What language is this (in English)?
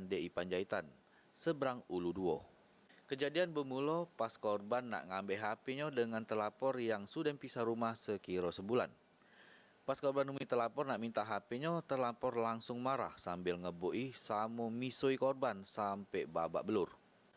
Musi